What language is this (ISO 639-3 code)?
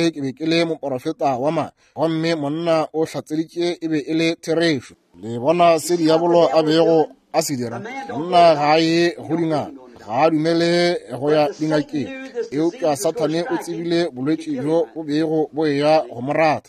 nso